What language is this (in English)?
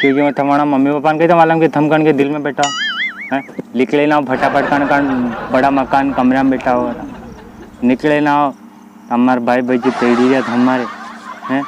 Rajasthani